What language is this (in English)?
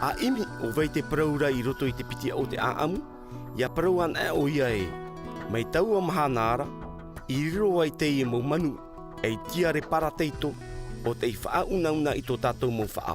Tahitian